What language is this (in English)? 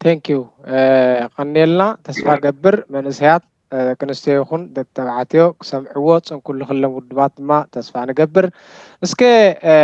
Tigrinya